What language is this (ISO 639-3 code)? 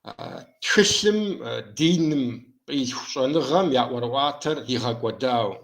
kbd